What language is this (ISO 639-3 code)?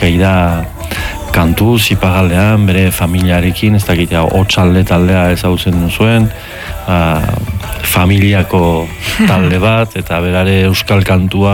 eus